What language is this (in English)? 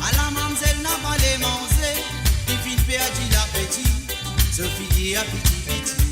Morisyen